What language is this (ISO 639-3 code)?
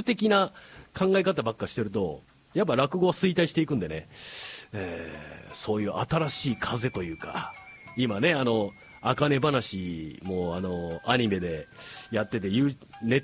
jpn